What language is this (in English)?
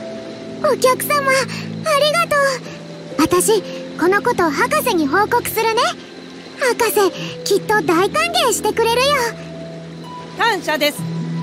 Japanese